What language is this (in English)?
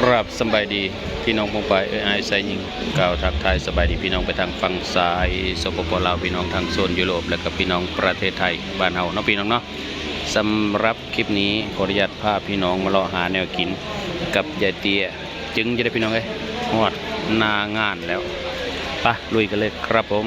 Northeastern Thai